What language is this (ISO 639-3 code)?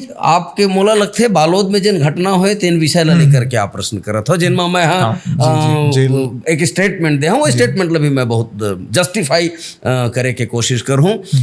hne